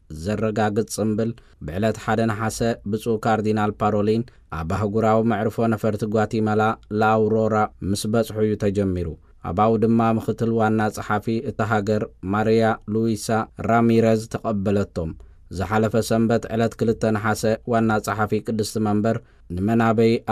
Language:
Tigrinya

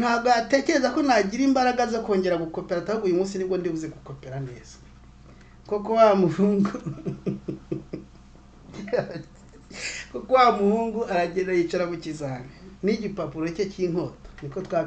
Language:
Kinyarwanda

